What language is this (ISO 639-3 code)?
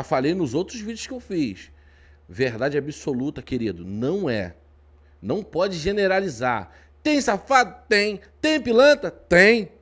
por